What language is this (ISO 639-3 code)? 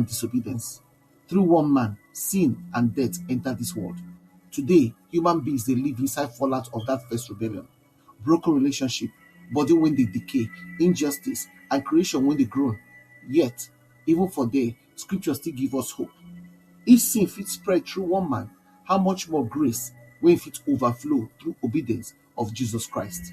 pcm